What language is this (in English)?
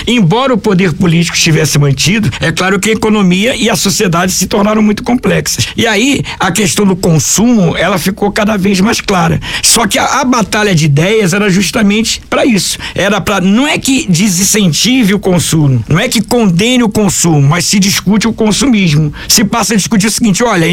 Portuguese